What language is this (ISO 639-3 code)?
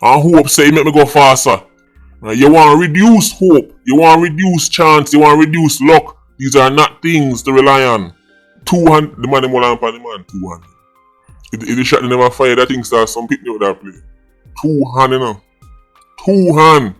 jam